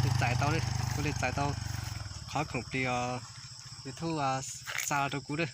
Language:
Hmong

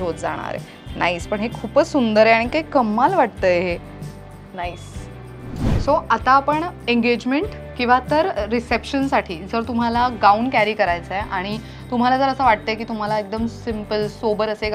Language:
Marathi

